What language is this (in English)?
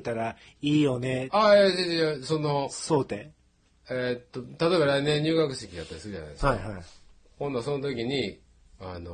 Japanese